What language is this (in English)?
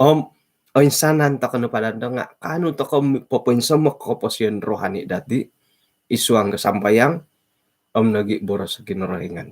Central Dusun